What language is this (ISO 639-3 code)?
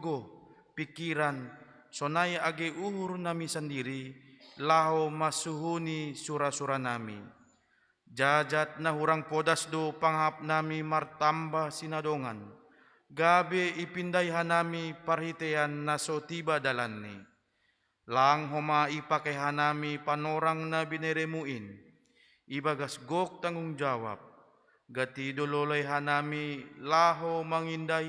bts